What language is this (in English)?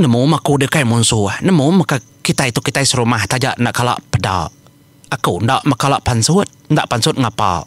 Iban